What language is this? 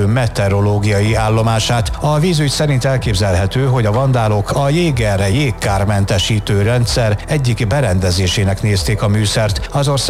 Hungarian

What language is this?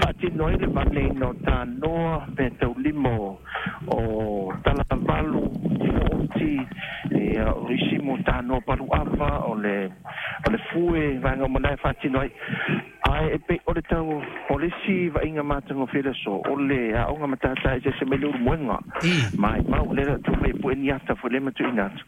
Samoan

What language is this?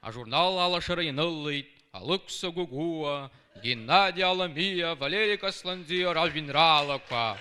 Abkhazian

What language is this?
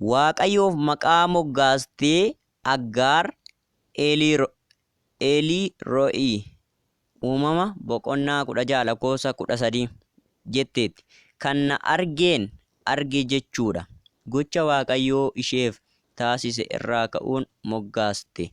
Oromo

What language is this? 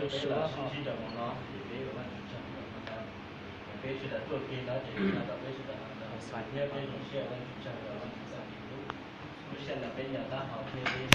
Hmong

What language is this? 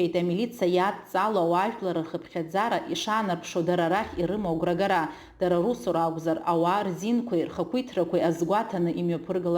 Abkhazian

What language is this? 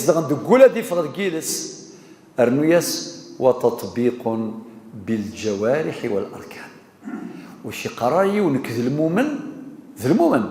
Kabyle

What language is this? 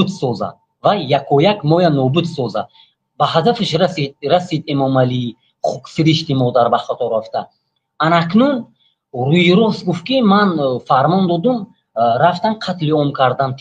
Tajik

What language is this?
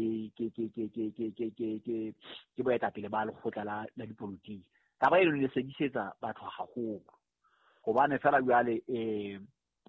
Southern Sotho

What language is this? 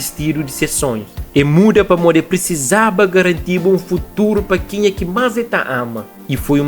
Kabuverdianu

